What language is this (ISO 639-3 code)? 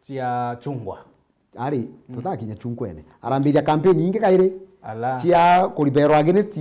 mer